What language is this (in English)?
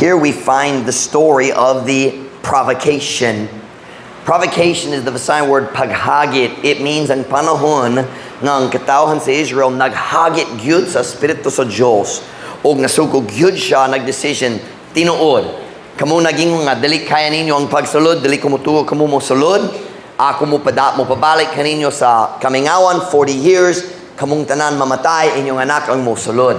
Cebuano